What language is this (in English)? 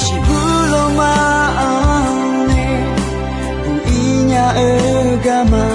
Akha